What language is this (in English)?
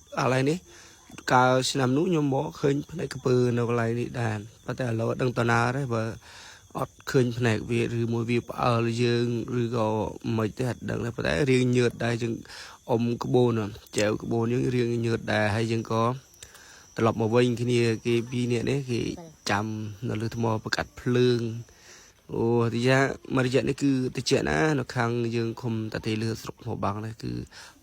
Khmer